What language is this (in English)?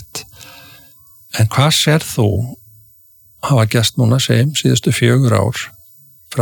Icelandic